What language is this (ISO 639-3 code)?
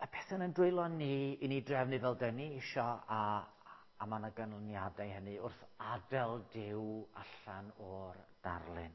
cym